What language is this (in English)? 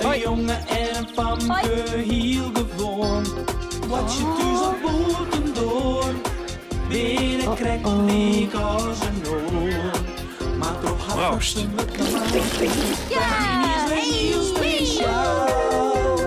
Western Frisian